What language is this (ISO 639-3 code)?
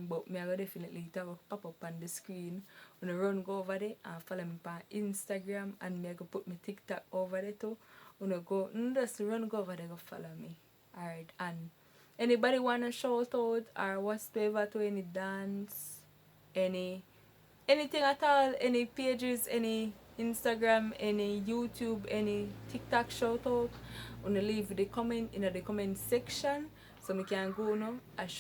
jam